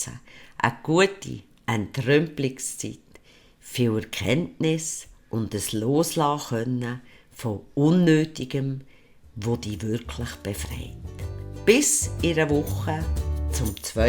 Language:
Swiss German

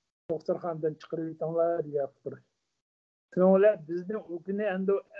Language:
Uyghur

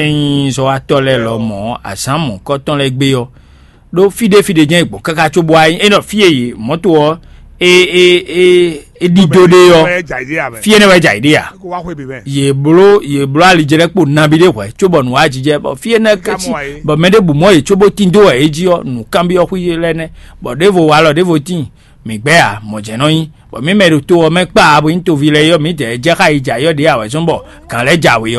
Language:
Fon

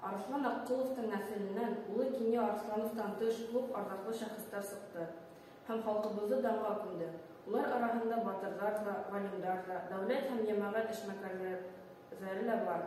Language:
Bashkir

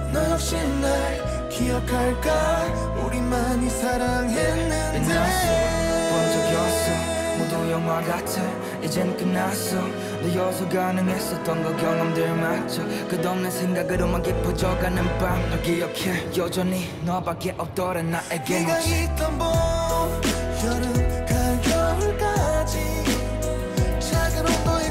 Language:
Korean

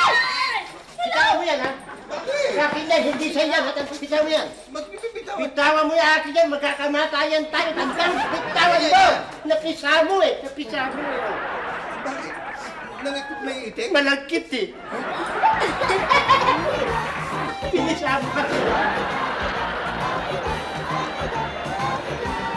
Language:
Filipino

